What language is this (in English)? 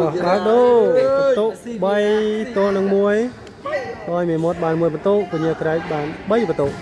Khmer